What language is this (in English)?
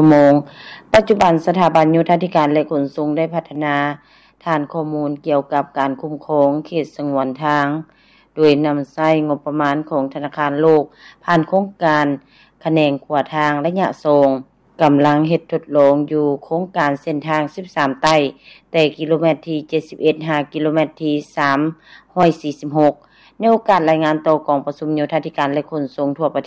Lao